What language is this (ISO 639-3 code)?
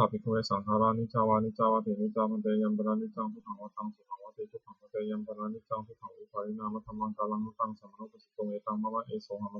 pli